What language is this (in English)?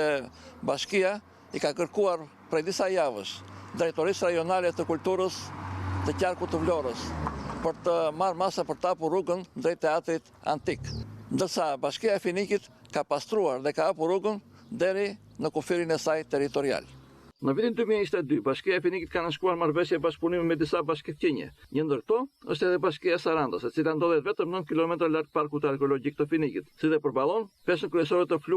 Albanian